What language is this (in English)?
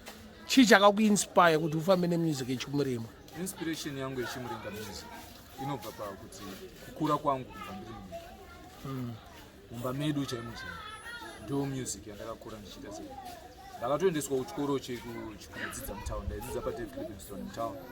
Shona